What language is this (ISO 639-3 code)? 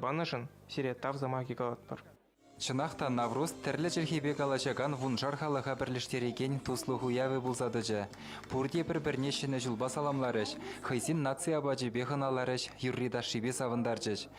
chv